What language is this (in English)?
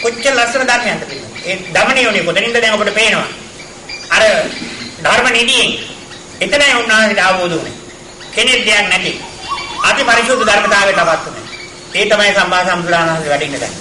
Sinhala